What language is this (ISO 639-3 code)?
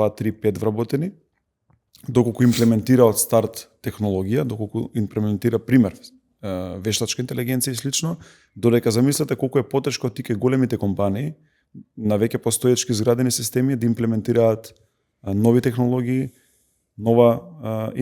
mkd